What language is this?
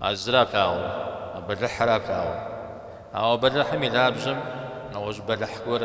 Kabardian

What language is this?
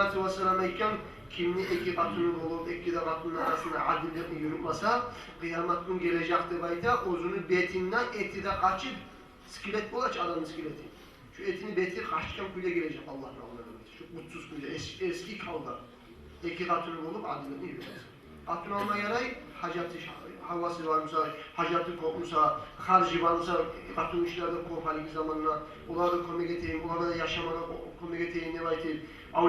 Kumyk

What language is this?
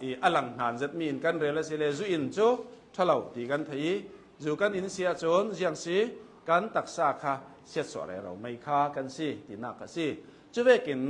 Hakha Chin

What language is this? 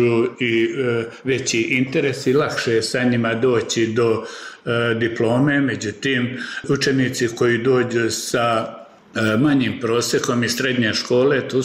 Bosnian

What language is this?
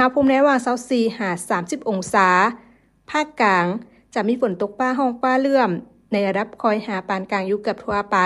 Lao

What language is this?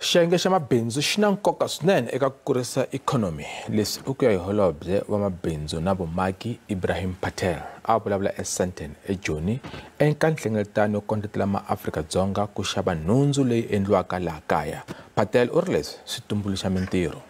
Tsonga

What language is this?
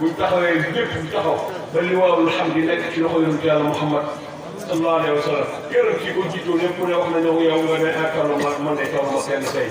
Wolof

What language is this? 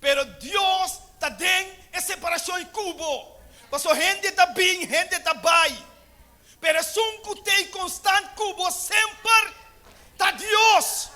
Papiamento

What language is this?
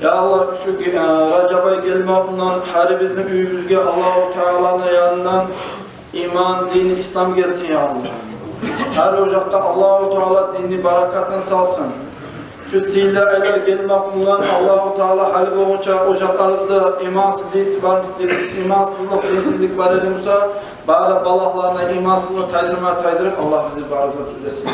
Kumyk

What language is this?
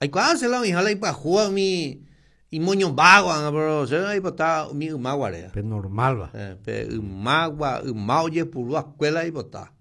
Guarani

